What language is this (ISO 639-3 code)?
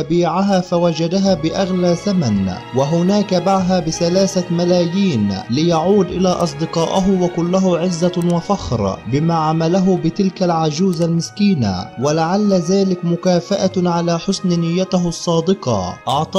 ara